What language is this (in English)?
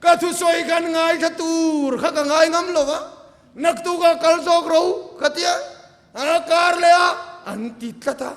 Mizo